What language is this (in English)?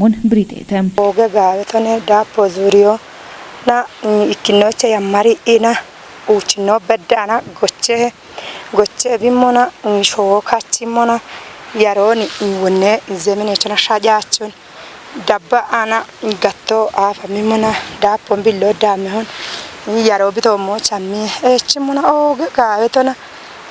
Kafa